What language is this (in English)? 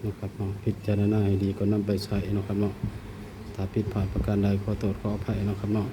Northeastern Thai